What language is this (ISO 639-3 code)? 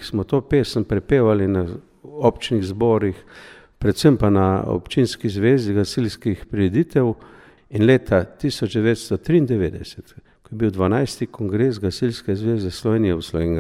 slv